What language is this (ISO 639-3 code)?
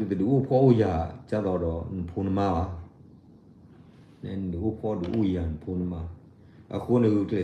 ksw